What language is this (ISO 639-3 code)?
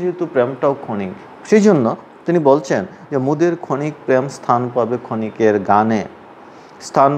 ben